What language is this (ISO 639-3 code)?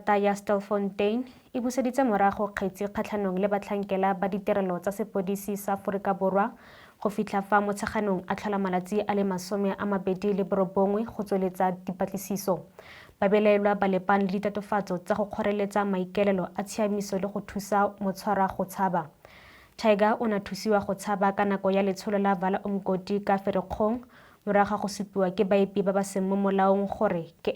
tsn